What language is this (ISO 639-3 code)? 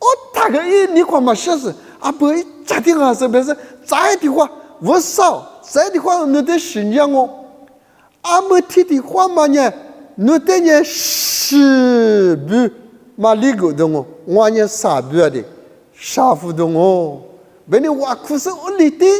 lis